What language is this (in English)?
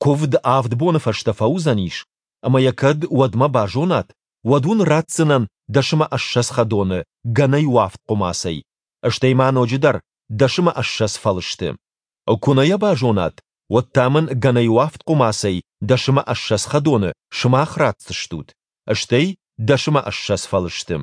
Ossetic